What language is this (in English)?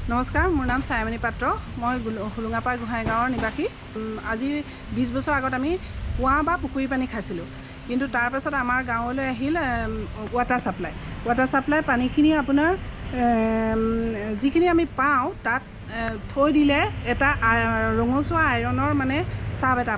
Assamese